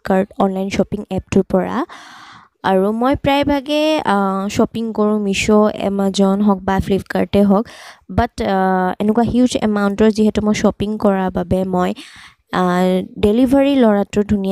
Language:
Assamese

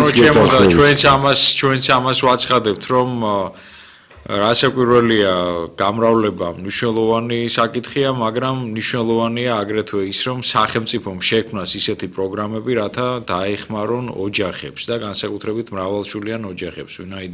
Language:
Georgian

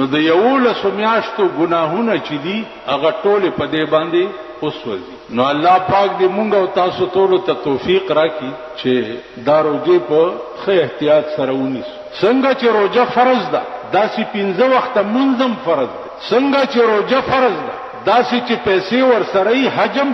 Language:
Pashto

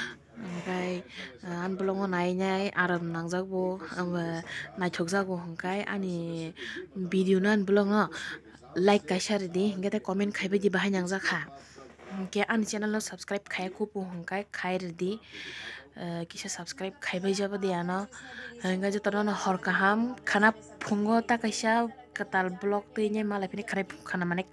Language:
Kok Borok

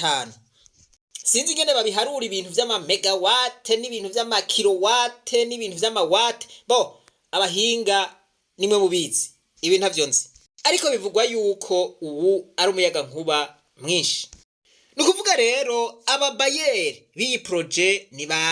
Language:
Rundi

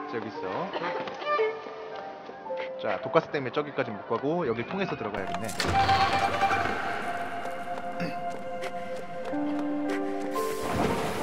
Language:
Korean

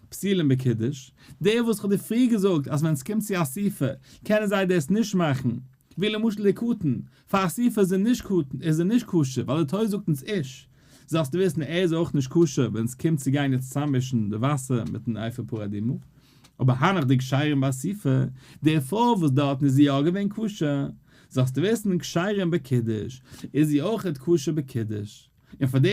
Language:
Yiddish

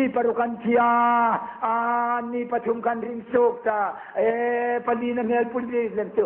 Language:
Hmar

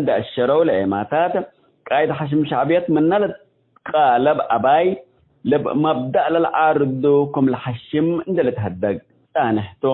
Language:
Tigre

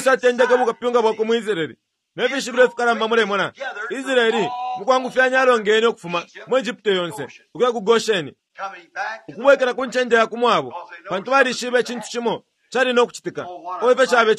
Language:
Bemba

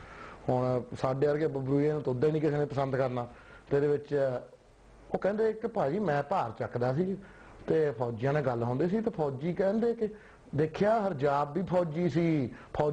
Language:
Punjabi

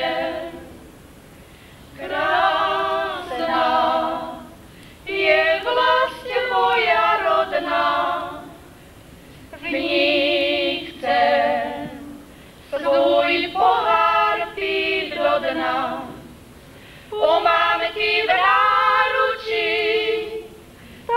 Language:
Slovak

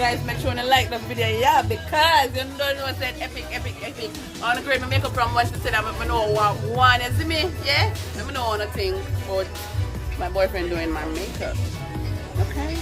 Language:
Jamaican Creole English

